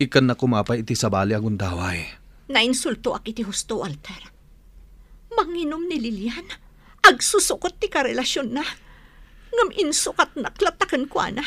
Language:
Iloko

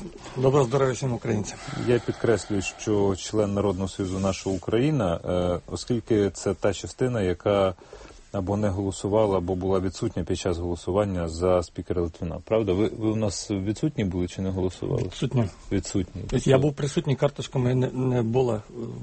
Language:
Ukrainian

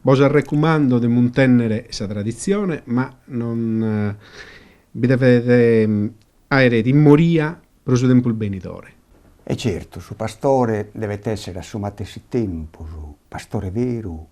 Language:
Sardinian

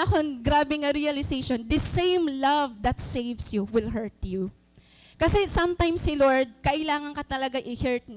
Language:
Waray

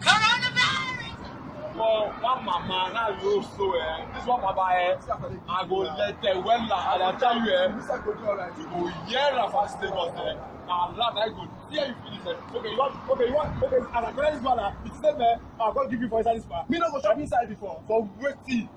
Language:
Nigerian Pidgin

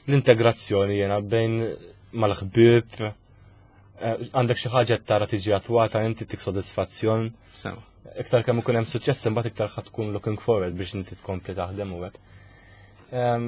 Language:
Maltese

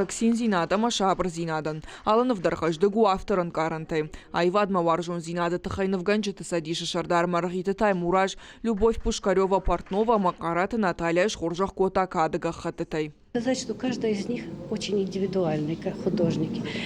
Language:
Ossetic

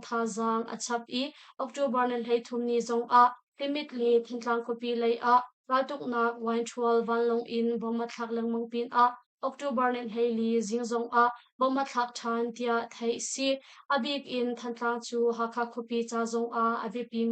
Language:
Hakha Chin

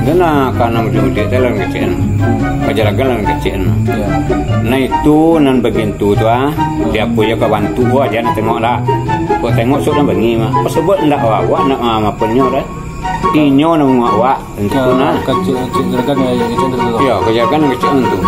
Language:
Minangkabau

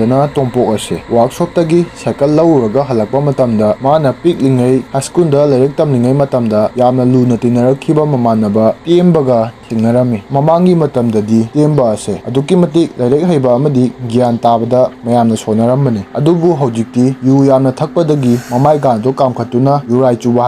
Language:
Manipuri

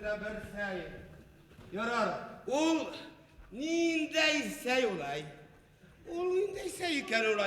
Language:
Bashkir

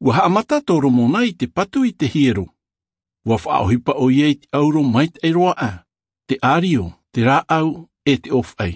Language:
Tahitian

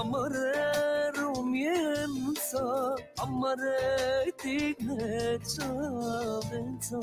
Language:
Balkan Romani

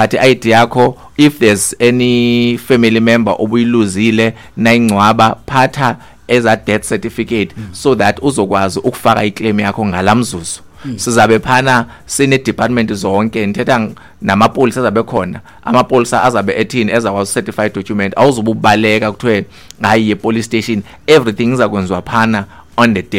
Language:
Xhosa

